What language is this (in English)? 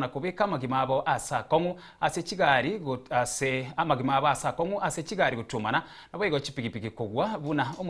Gusii